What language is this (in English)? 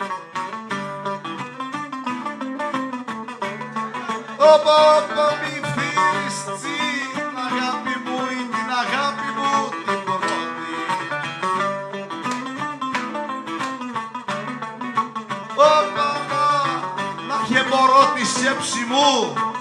Greek